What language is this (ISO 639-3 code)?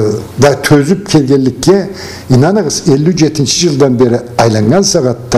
krc